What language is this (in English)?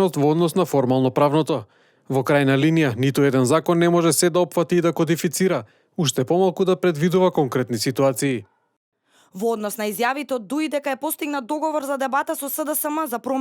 Macedonian